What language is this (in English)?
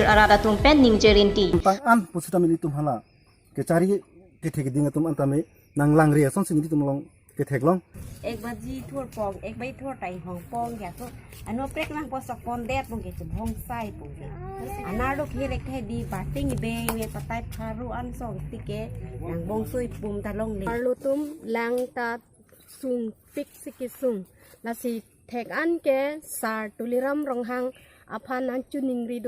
Karbi